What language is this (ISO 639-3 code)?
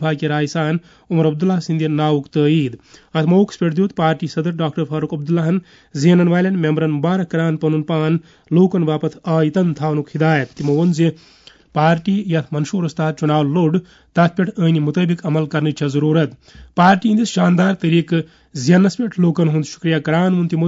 kas